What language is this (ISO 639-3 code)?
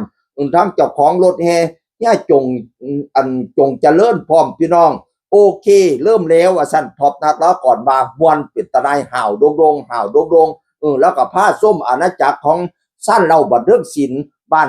tts